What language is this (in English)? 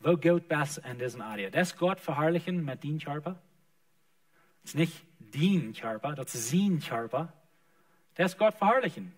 Plautdietsch